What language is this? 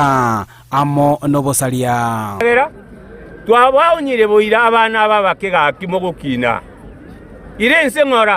Gusii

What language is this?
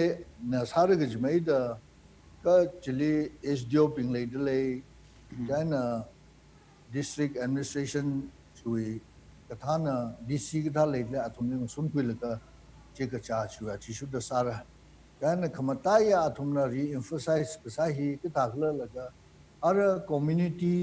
Tangkhul Naga (India)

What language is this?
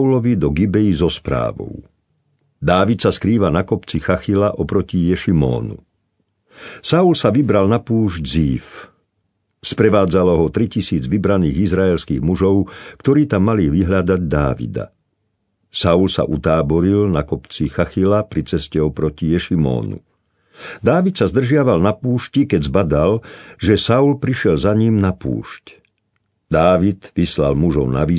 Slovak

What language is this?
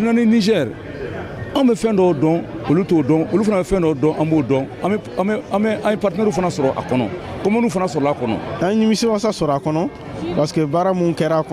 Bambara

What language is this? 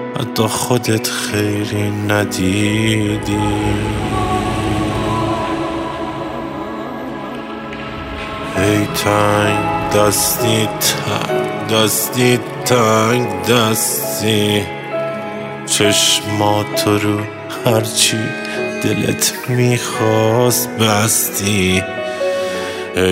Persian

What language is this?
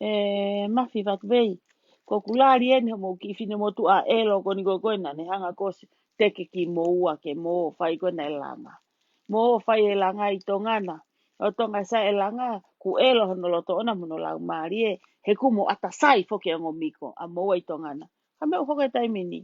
Tongan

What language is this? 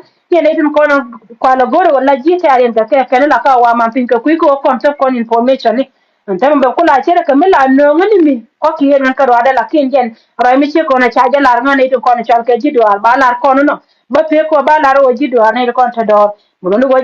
Nuer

